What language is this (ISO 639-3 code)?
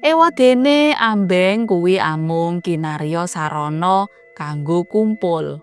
jav